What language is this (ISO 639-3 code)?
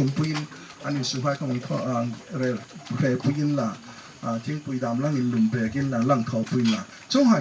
hmr